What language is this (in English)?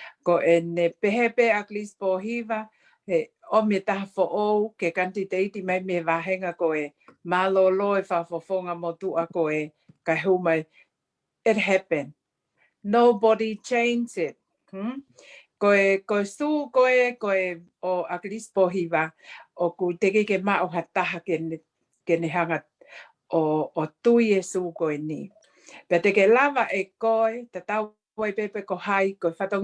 Tongan